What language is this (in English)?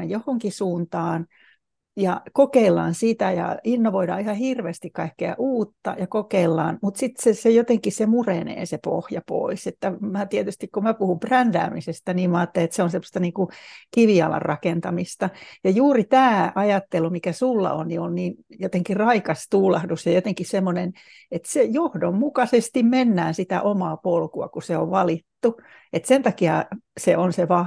Finnish